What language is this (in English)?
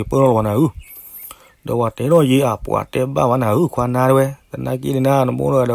S'gaw Karen